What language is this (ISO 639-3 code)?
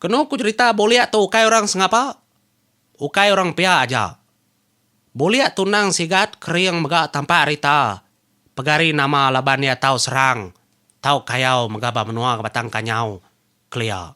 iba